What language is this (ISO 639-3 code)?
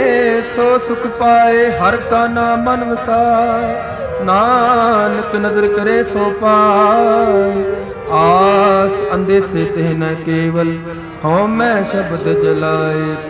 pan